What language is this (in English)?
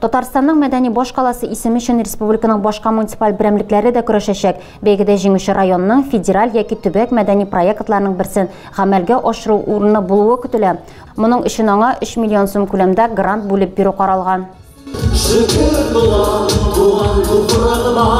Tatar